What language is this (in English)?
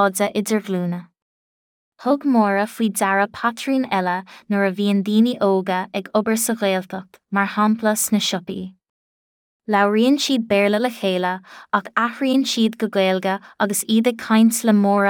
Irish